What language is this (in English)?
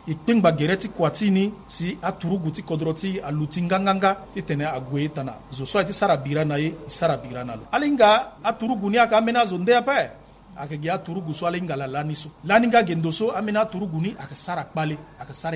Sango